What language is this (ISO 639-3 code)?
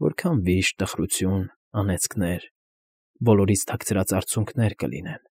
hye